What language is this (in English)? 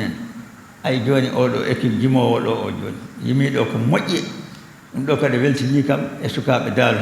Fula